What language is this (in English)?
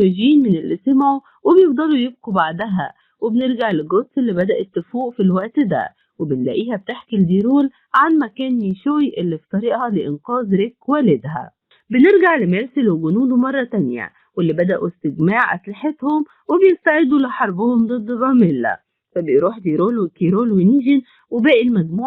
Egyptian Arabic